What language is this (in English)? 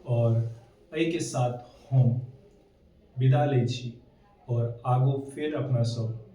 Maithili